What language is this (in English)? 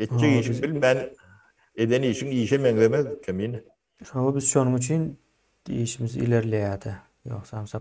Turkmen